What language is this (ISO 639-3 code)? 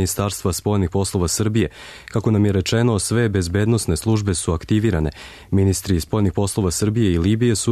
srp